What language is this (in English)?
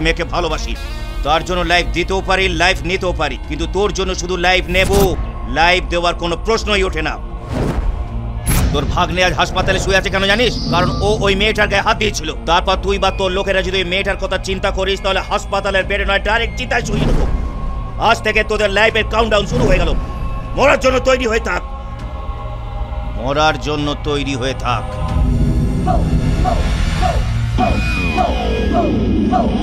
Bangla